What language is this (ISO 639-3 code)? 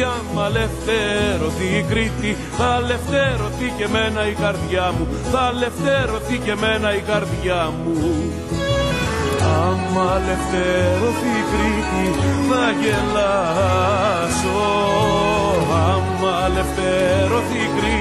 ell